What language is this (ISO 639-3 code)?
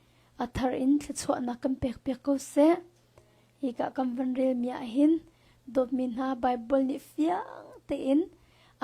cnh